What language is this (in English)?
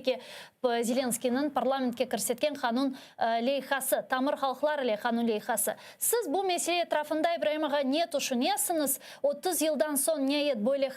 Crimean Tatar